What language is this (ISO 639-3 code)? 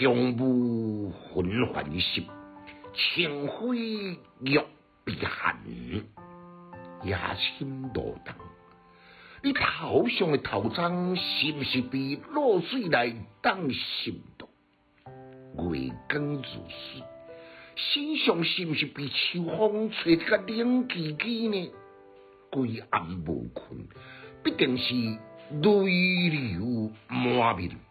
nan